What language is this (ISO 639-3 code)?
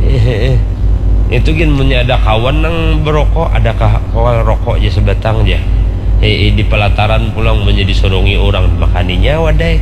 bjn